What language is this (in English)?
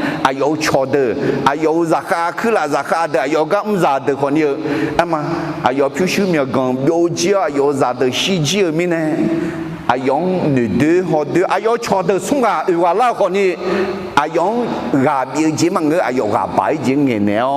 Akha